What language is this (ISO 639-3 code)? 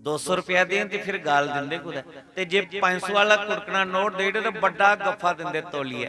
doi